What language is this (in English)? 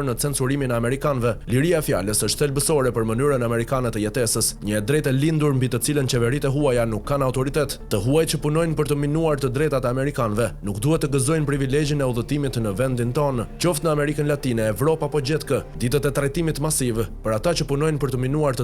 Albanian